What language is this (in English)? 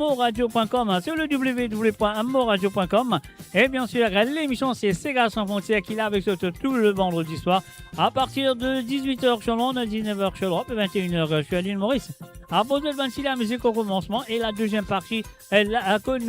Morisyen